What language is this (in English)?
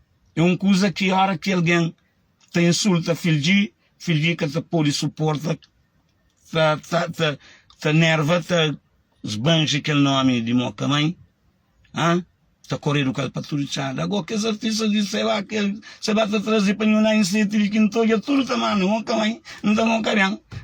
Kabuverdianu